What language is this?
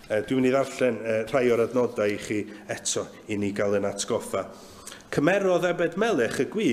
Welsh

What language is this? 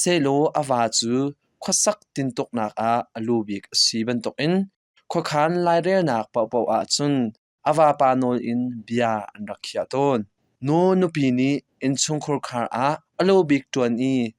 Hakha Chin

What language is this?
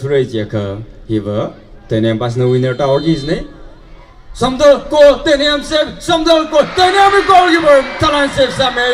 Tangkhul Naga (India)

